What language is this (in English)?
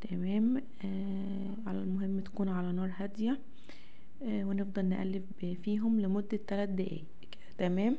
Egyptian Arabic